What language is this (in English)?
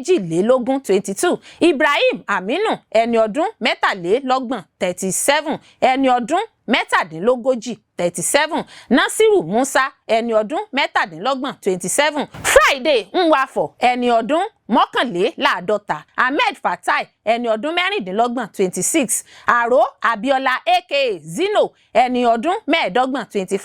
Yoruba